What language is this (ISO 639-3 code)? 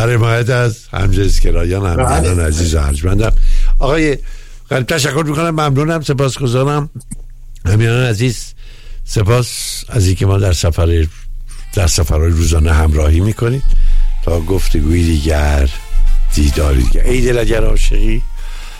fas